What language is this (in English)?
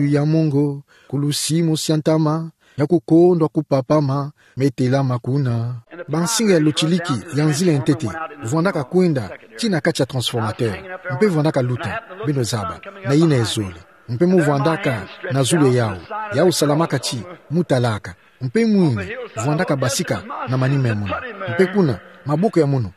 Kituba (Democratic Republic of Congo)